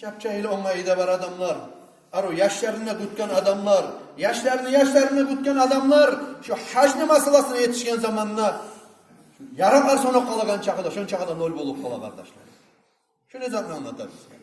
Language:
Kumyk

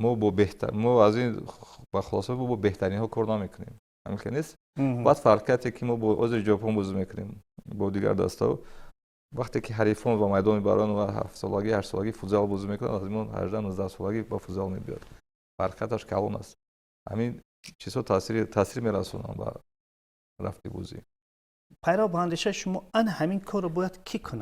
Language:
Tajik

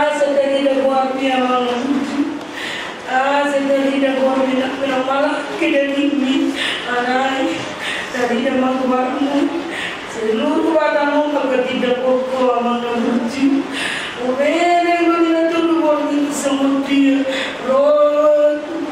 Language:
Batak Toba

